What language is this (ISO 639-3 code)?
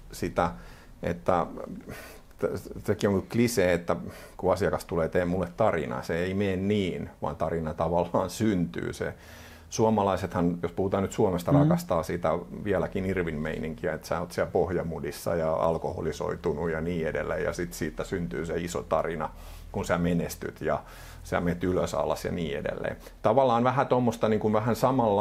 fin